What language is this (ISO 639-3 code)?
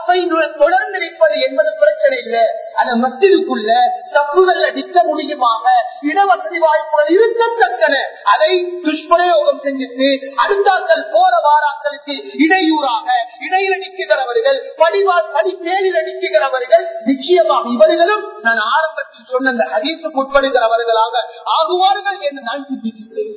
tam